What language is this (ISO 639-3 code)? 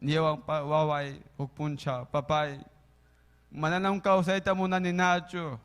quy